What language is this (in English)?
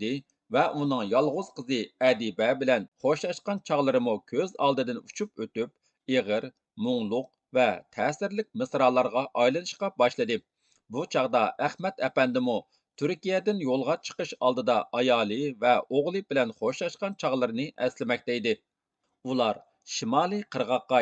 Uyghur